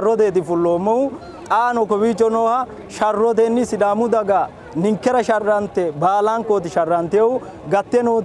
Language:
Sidamo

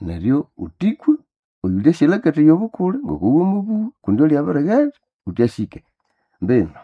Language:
Nande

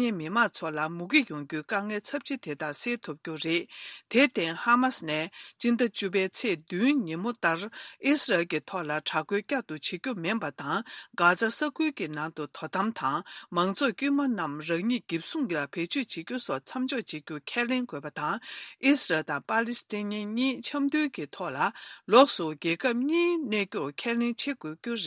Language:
Tibetan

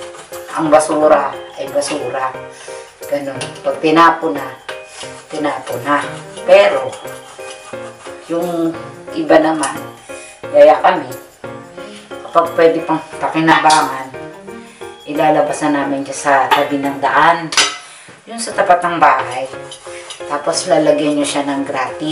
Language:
Filipino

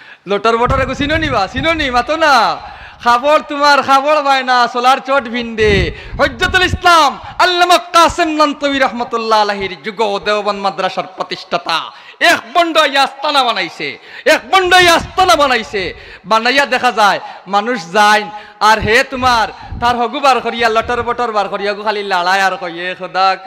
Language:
Sylheti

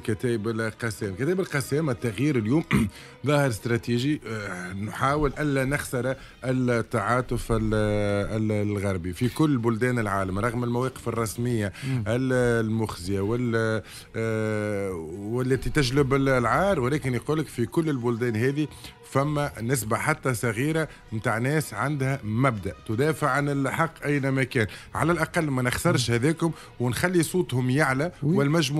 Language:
Tunisian Arabic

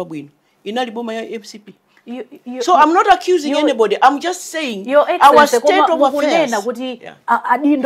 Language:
Nyanja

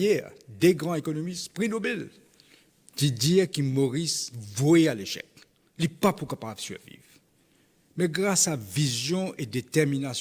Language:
Morisyen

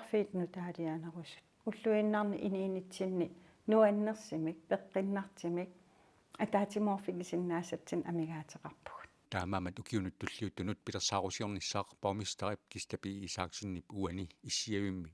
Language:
Kalaallisut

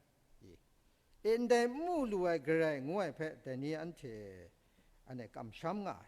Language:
Kachin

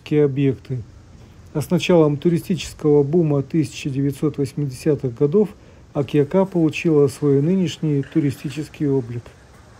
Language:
Russian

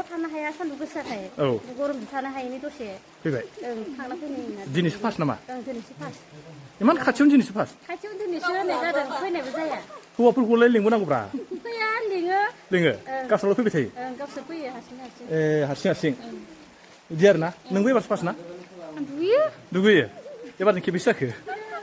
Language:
Bodo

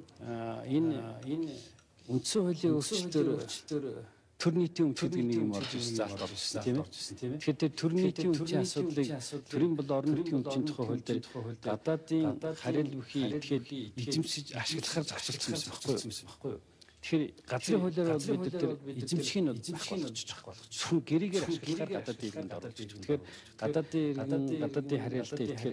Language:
Mongolian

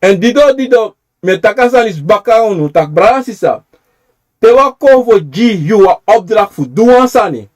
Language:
Sranan Tongo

